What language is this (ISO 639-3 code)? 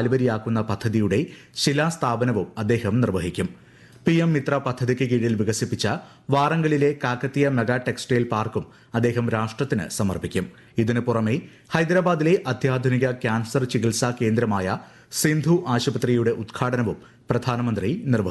mal